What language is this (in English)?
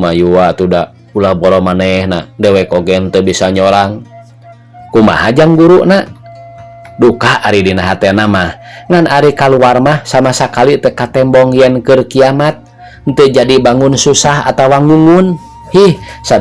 Sundanese